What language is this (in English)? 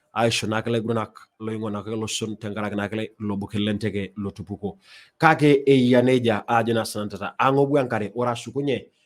Masai